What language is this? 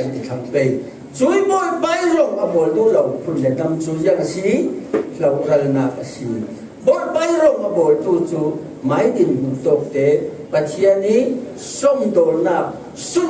Falam Chin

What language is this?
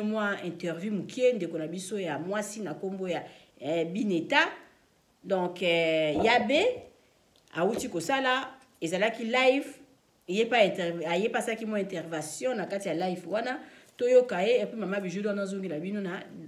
Lingala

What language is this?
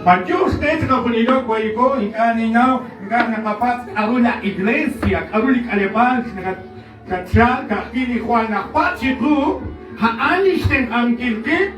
Kekchí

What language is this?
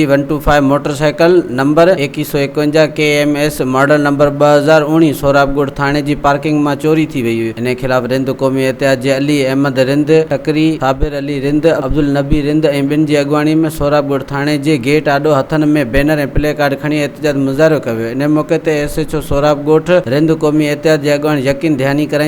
Sindhi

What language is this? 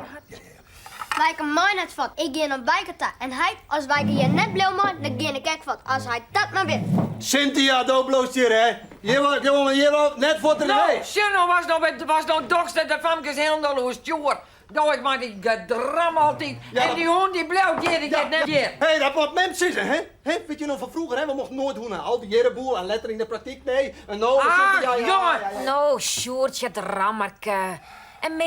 Western Frisian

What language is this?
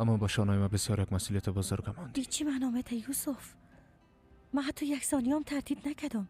Persian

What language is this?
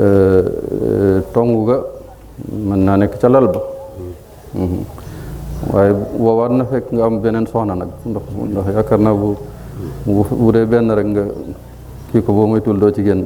Wolof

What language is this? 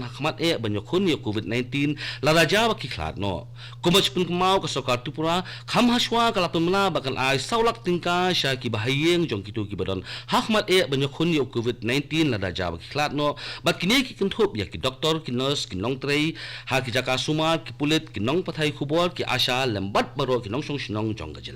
Khasi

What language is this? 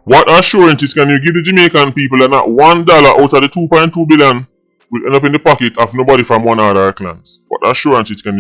Jamaican Creole English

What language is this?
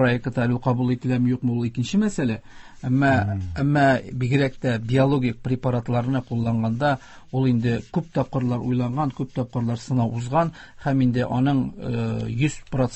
Tatar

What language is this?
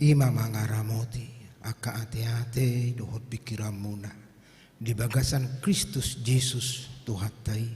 Batak Toba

